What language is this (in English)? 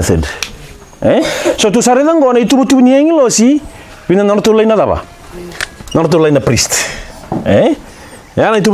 Fijian